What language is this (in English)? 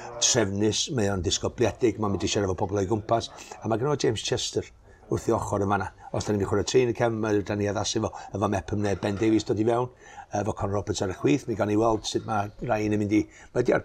Welsh